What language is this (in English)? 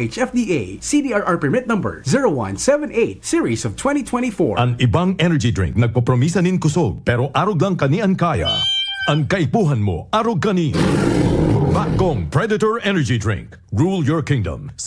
Bikol